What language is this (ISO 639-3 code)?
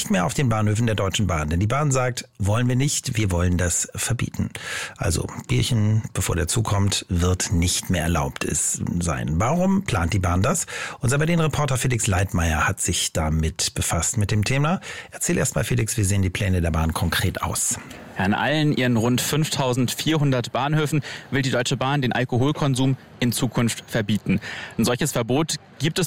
deu